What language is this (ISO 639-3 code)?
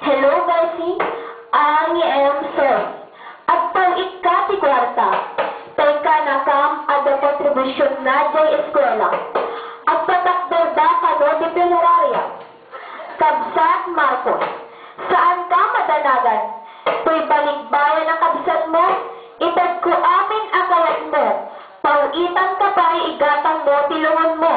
ilo